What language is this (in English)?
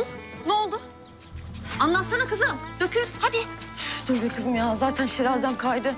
Turkish